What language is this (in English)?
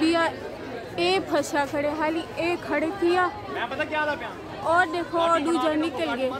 Saraiki